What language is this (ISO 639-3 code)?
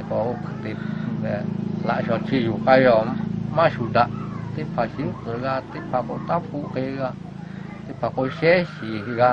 lhu